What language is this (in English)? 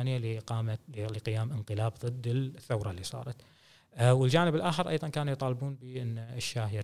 Gulf Arabic